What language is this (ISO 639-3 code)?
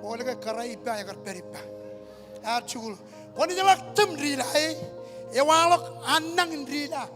mah